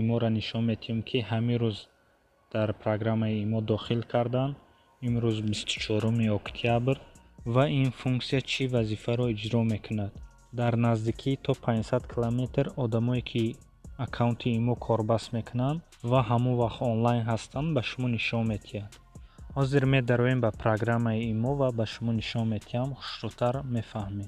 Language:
Tajik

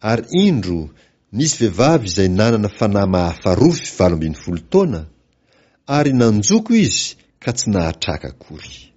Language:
Malagasy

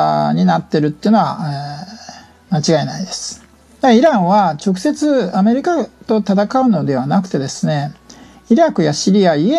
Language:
Japanese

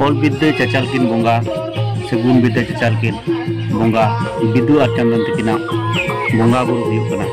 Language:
Santali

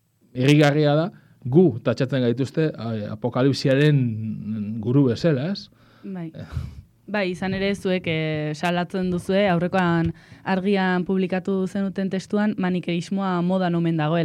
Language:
Basque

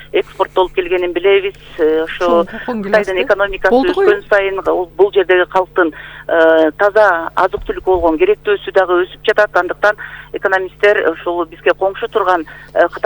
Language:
Kyrgyz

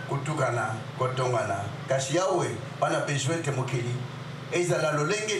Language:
Lingala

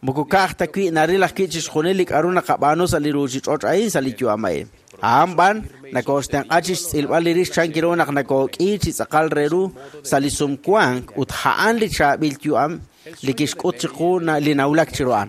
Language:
Kekchí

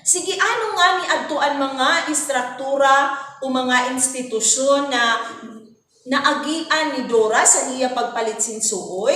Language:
Waray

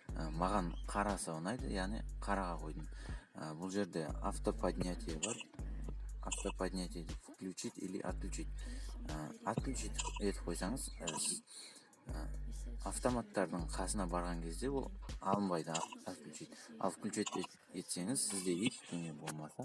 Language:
Kazakh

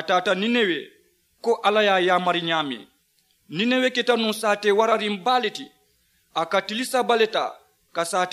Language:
Mandingo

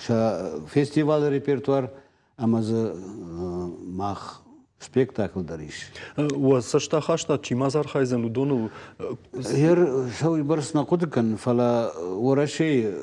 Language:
Ossetic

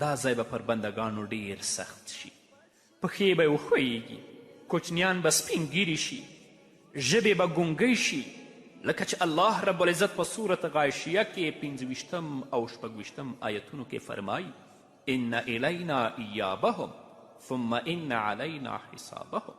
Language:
Pashto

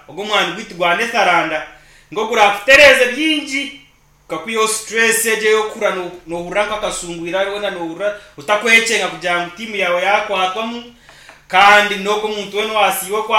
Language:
Nyankole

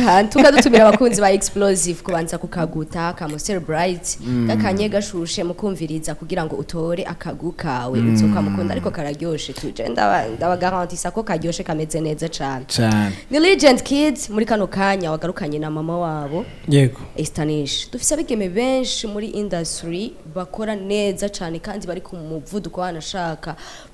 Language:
Rundi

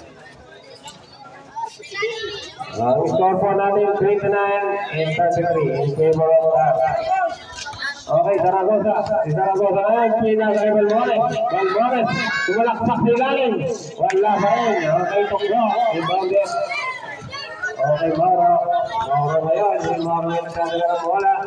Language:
Filipino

